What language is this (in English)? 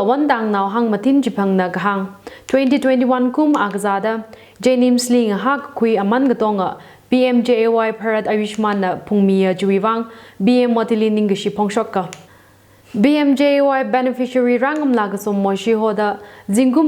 Tangkhul Naga (India)